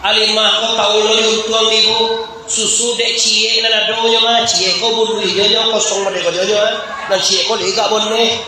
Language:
Minangkabau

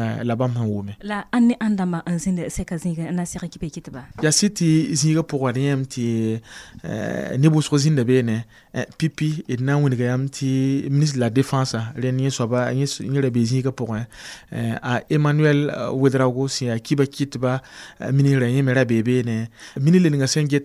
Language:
Mossi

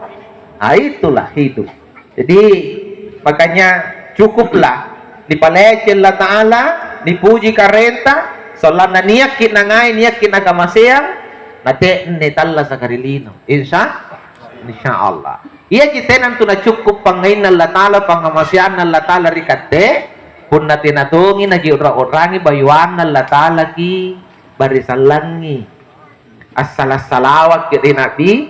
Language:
Makasar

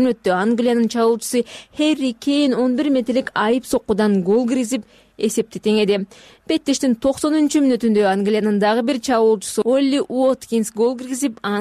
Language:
Kyrgyz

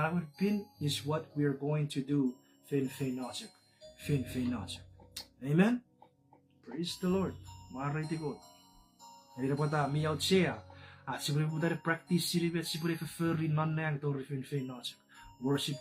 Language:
Chuukese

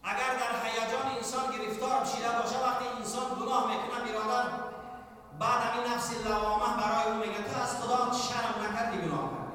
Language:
Tajik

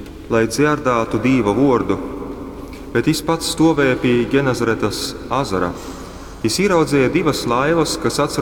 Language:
Latgalian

